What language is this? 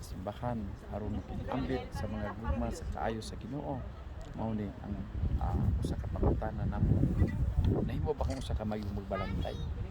Cebuano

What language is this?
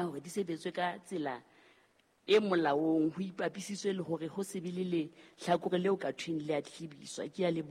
Southern Sotho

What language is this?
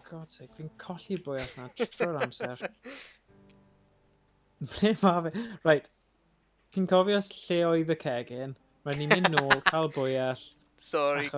Welsh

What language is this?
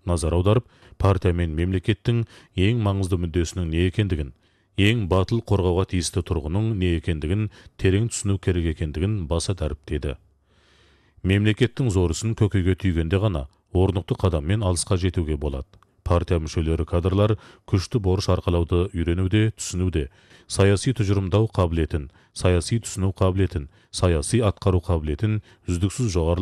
Kazakh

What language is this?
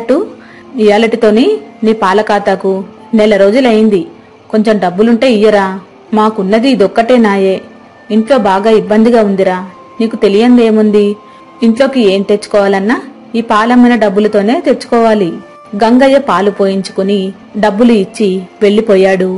Telugu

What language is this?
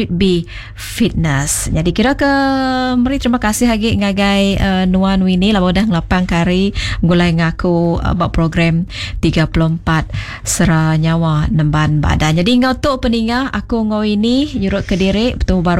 Iban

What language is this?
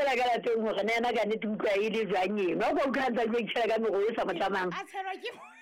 Southern Sotho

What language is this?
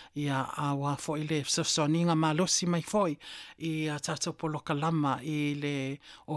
Samoan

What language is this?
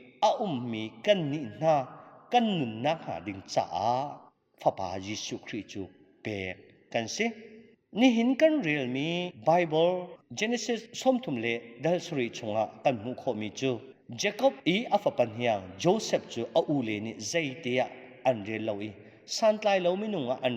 Hakha Chin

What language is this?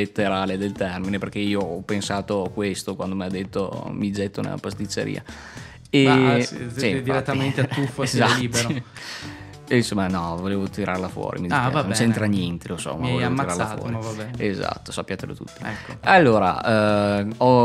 Italian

